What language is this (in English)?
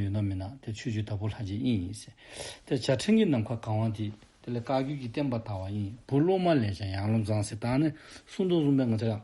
Dzongkha